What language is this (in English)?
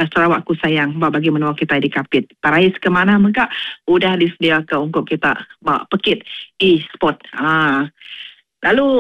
Iban